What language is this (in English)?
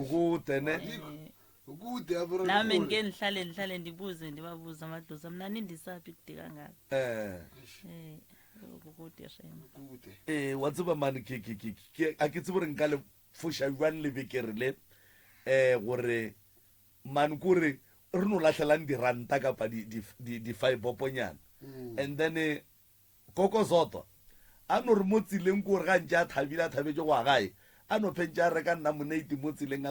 Northern Sotho